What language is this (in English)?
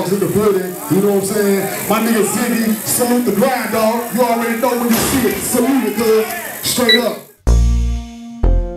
English